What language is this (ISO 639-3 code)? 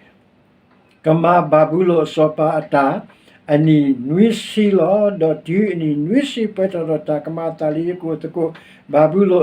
ksw